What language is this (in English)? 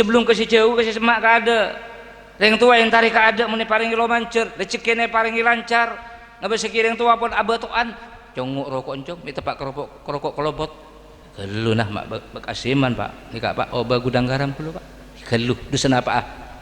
Madurese